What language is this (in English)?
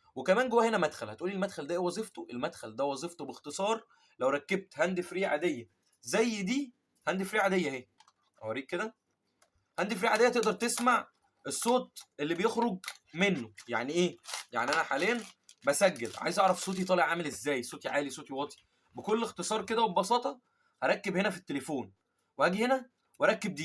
Egyptian Arabic